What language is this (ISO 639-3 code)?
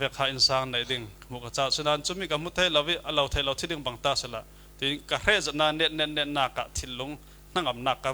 cfm